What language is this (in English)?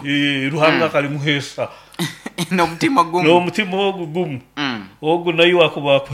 Nyoro